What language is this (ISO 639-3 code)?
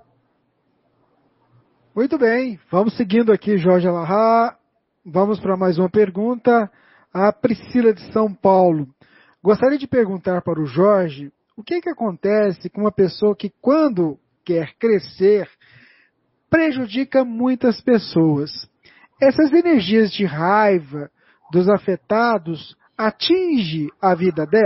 por